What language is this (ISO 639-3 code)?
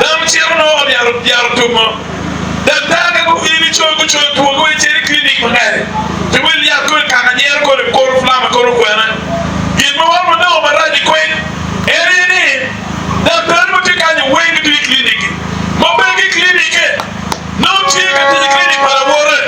ach